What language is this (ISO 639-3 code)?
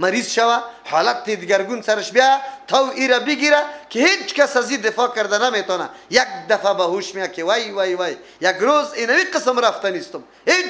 fas